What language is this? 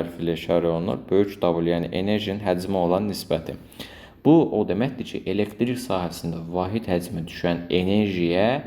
Azerbaijani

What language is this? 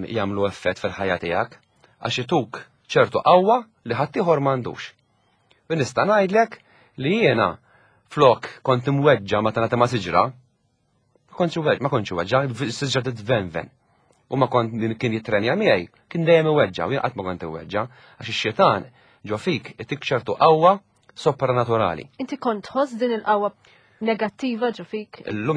Maltese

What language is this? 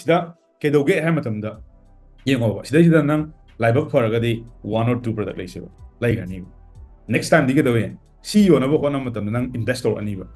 Manipuri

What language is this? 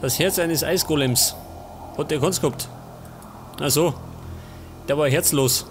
Bavarian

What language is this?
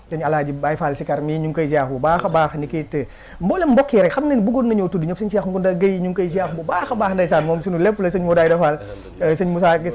Wolof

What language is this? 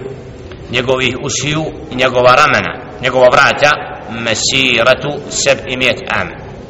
Bosnian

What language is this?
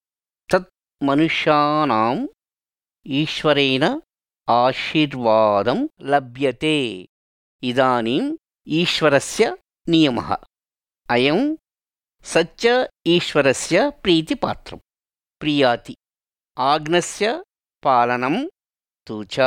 Sanskrit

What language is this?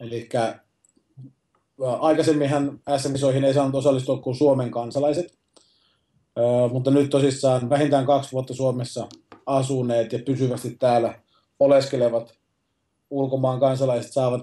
Finnish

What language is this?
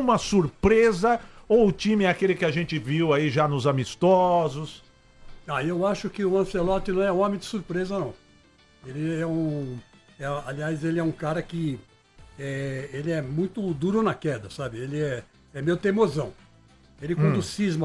Portuguese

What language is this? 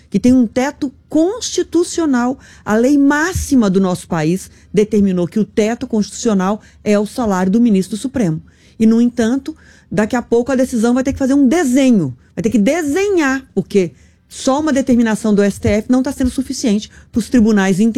Portuguese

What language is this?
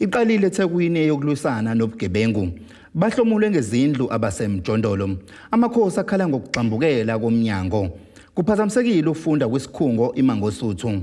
Zulu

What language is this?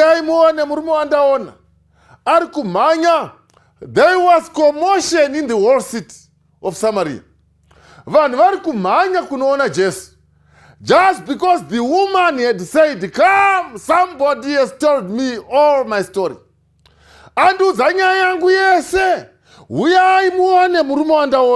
Shona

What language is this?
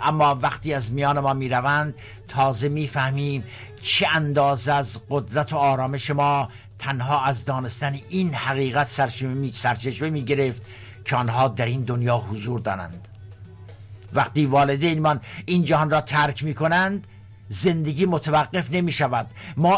Persian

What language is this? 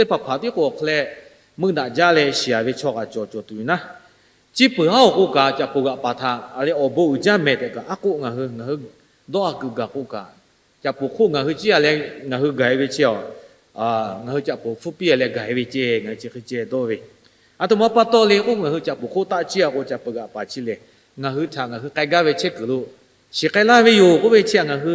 Lahu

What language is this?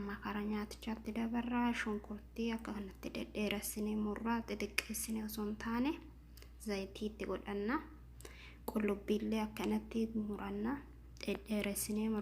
Oromo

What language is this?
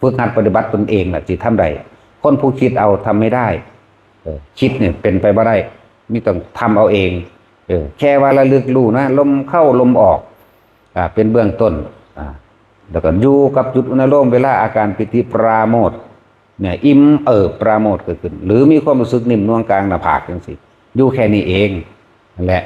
Northeastern Thai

